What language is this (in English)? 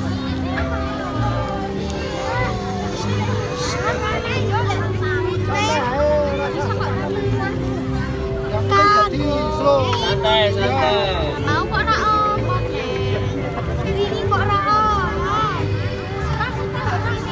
Indonesian